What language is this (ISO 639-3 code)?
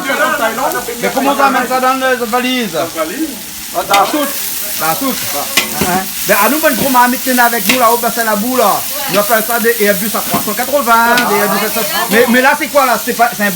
rcf